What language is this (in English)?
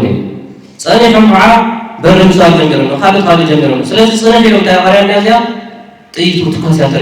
Tigrinya